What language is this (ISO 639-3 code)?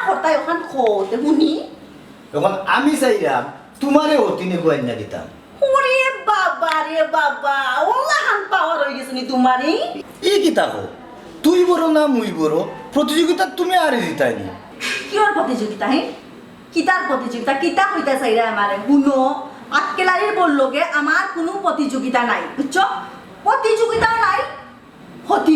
syl